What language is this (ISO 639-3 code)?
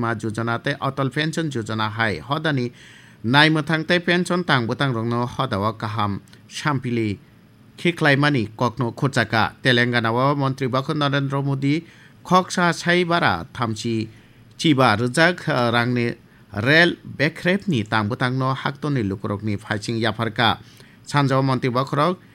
trp